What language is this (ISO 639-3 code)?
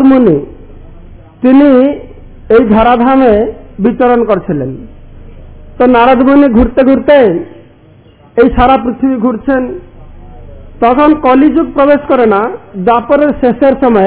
ben